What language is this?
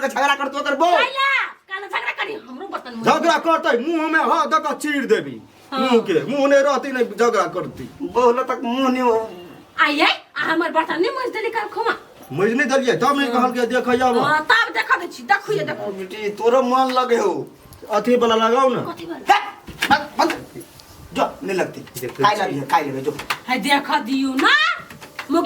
Maithili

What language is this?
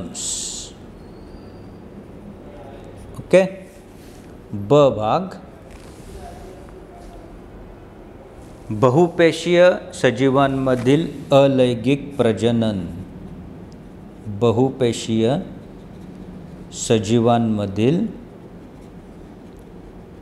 Marathi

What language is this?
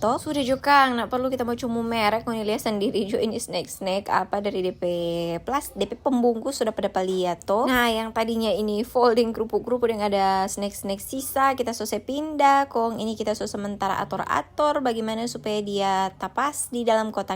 Manado Malay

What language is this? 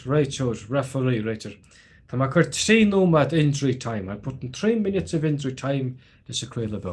Irish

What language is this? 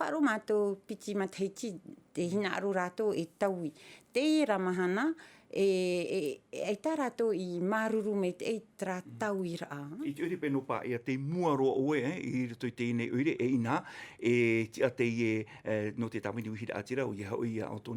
Tahitian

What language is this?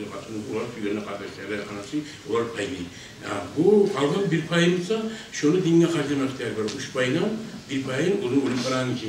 Kumyk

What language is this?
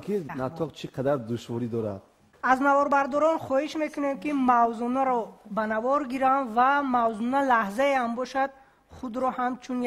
Tajik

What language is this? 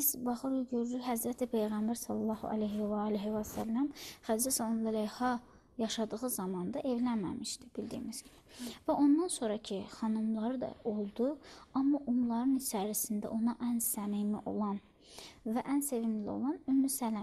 Azerbaijani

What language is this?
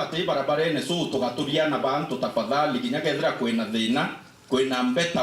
Meru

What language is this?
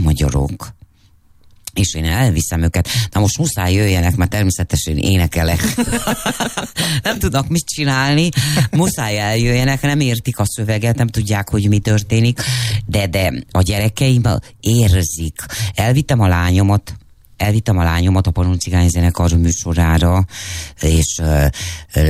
Hungarian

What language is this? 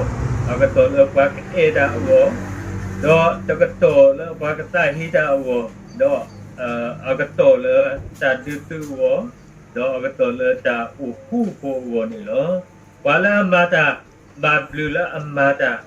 S'gaw Karen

